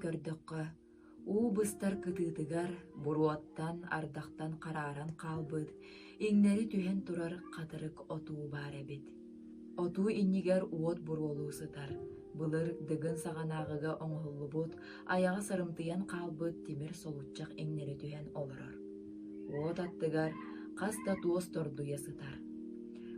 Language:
Yakut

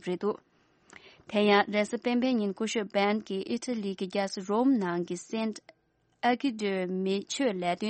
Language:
Tibetan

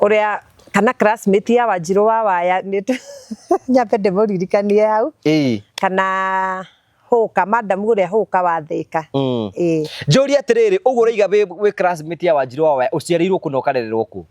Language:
Kikuyu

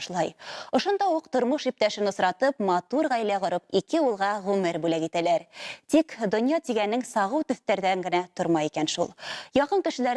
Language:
Bashkir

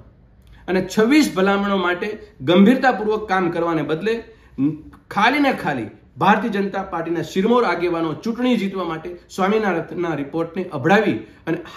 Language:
Gujarati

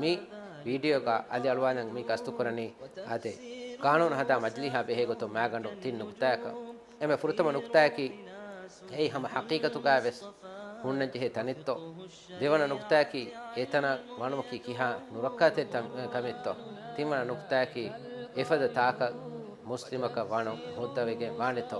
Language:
Divehi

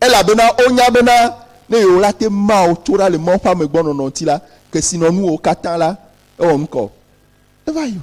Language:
Ewe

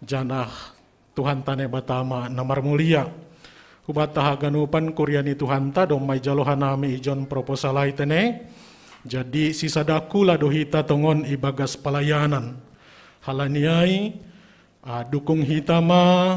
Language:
Batak Simalungun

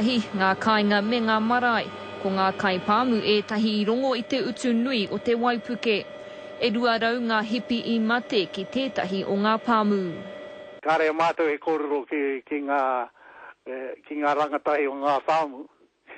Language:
Māori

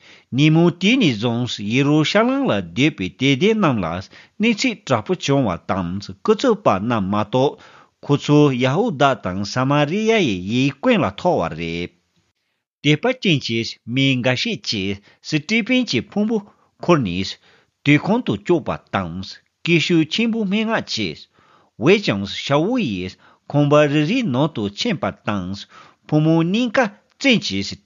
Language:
Tibetan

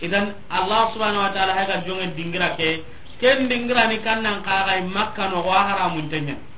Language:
Soninke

